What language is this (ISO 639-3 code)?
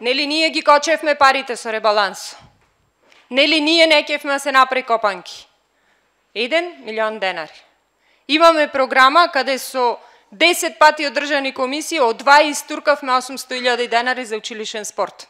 mkd